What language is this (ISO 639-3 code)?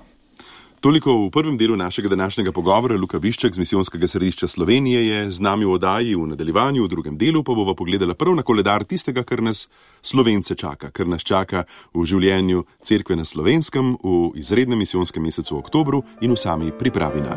slv